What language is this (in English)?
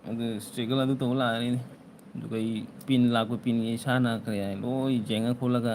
Manipuri